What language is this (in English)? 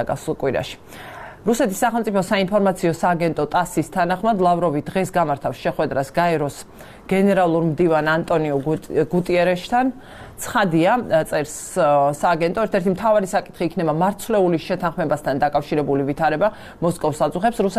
Georgian